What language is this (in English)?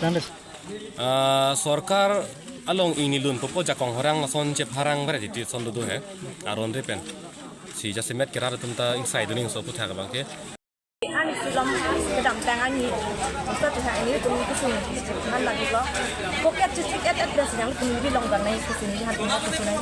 Karbi